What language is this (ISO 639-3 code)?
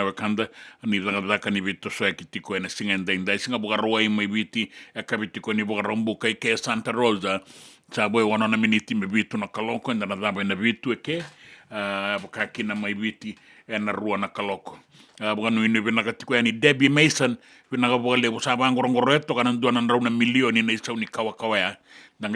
fij